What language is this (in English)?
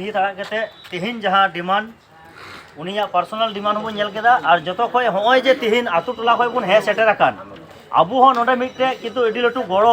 Santali